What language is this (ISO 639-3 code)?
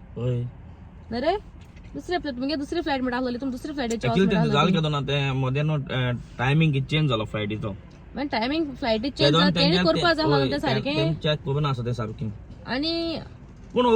kok